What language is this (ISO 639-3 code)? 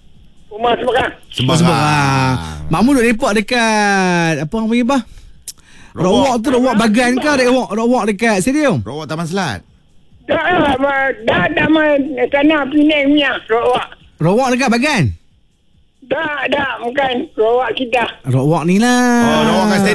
msa